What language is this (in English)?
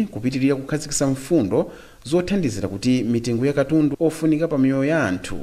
Nyanja